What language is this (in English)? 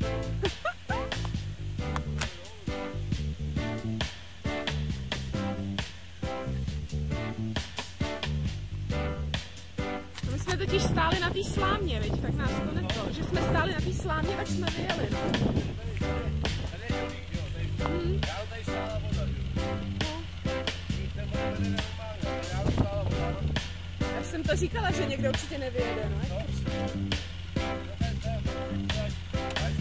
Czech